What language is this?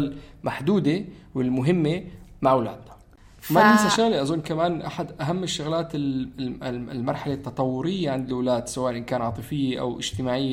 North Levantine Arabic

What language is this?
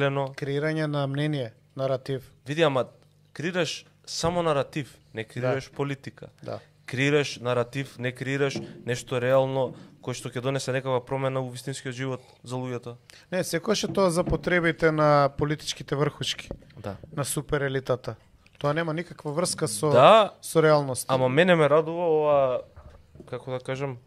Macedonian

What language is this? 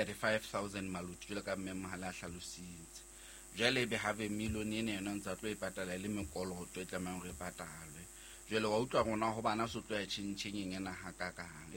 Southern Sotho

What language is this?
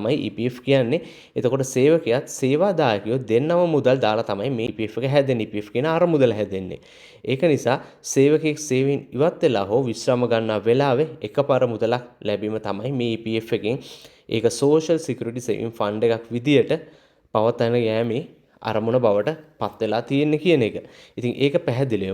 Sinhala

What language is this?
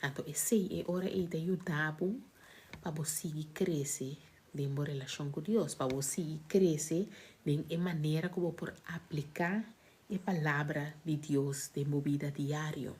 Papiamento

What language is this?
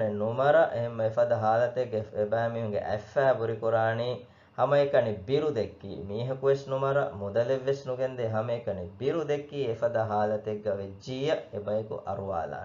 Divehi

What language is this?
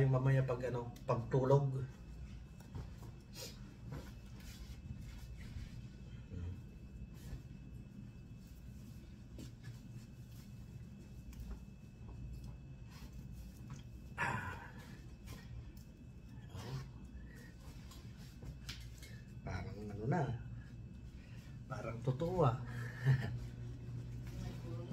Filipino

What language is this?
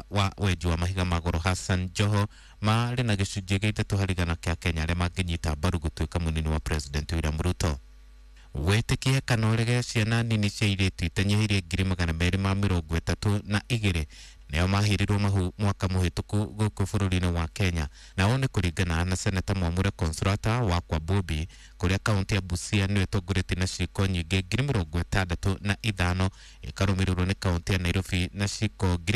Kikuyu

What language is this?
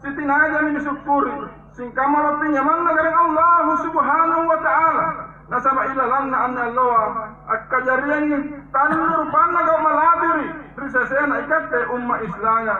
Makasar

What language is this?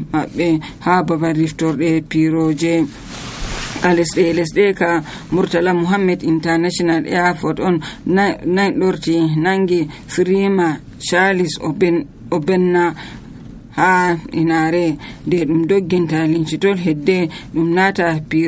Nigerian Fulfulde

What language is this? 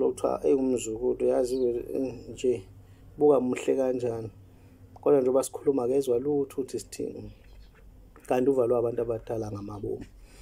Zulu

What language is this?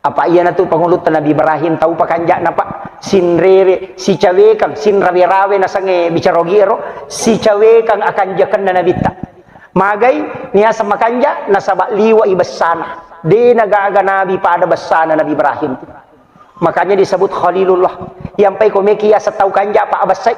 Buginese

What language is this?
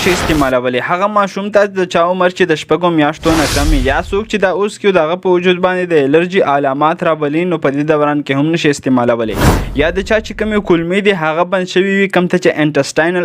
Pashto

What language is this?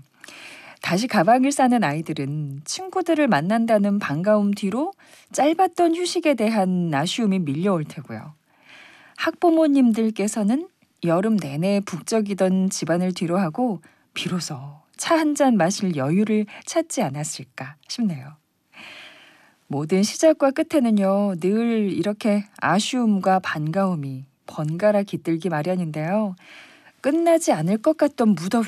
Korean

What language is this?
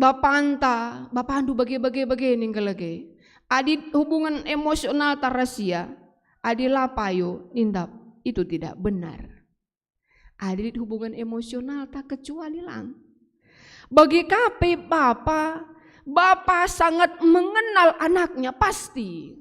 Batak Karo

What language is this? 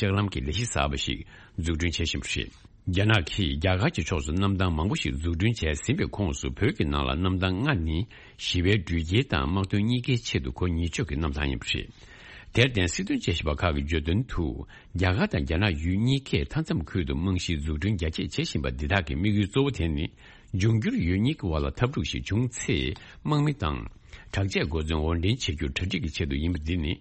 Tibetan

